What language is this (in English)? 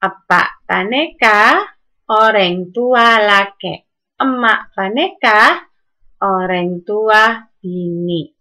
Madurese